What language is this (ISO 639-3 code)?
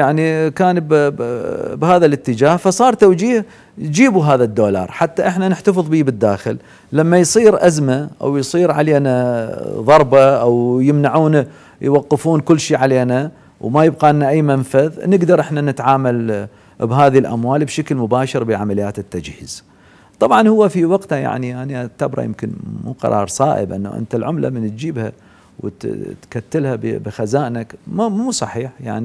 acm